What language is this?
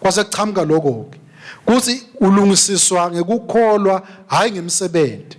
Swati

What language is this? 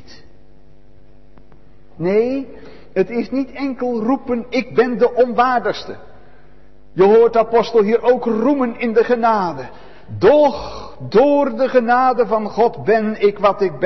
Dutch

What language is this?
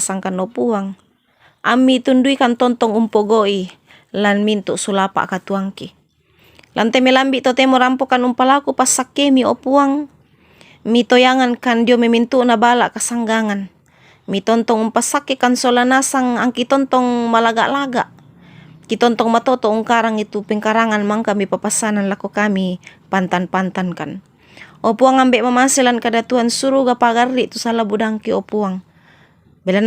Toraja-Sa'dan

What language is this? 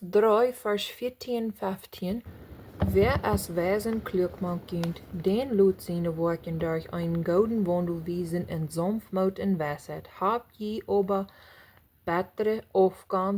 Plautdietsch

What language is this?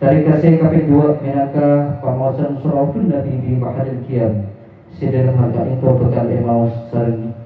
Madurese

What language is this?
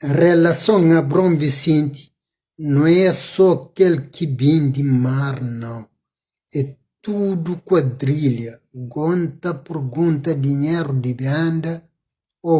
Kabuverdianu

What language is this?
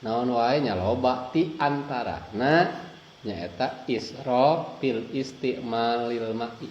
Sundanese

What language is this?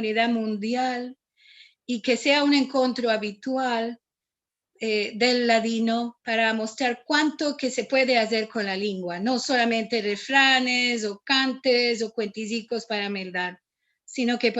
Ladino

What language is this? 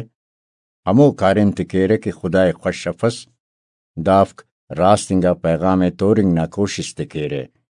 Brahui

